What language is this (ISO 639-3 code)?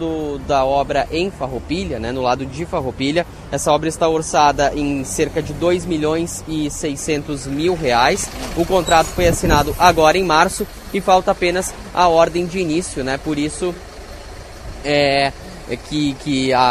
por